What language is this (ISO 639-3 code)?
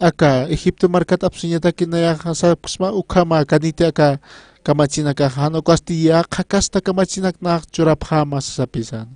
aym